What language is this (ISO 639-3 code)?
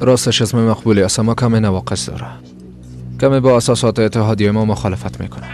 fas